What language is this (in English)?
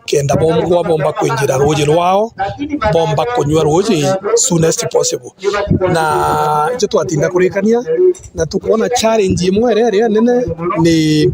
Meru